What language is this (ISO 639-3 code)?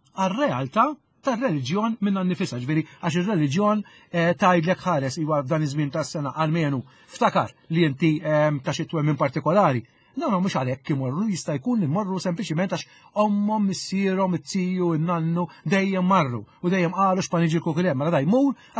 mlt